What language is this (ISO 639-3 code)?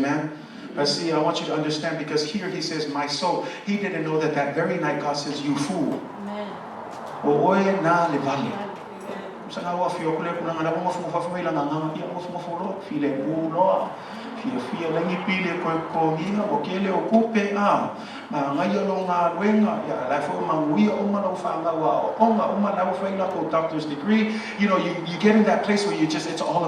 smo